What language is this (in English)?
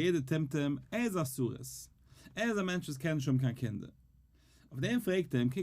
Yiddish